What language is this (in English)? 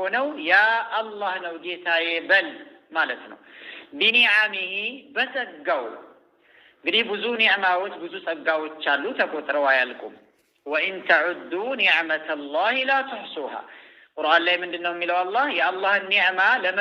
Amharic